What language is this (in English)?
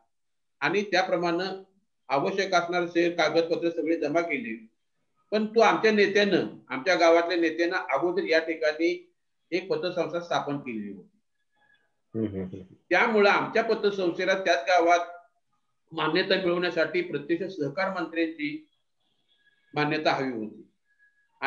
Marathi